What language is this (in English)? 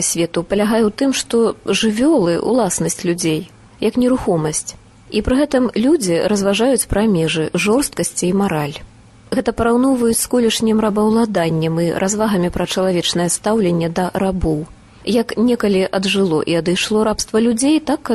Belarusian